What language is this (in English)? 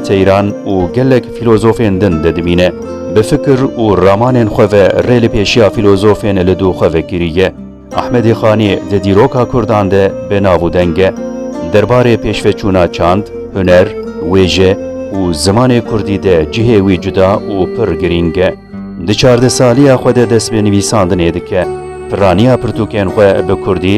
Kurdish